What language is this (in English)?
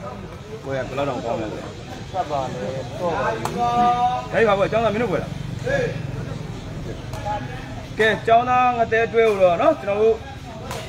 Burmese